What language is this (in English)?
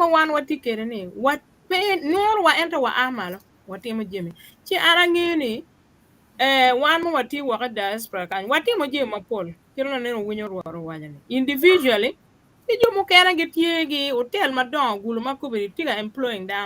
Acoli